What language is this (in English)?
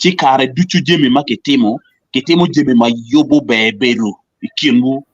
Acoli